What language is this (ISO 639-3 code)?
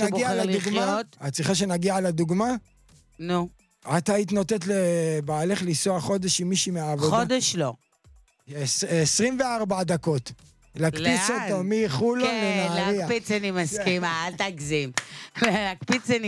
heb